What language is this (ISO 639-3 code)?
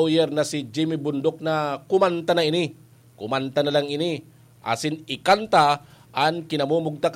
bik